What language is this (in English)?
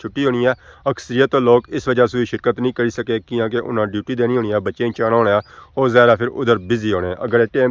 Pahari-Potwari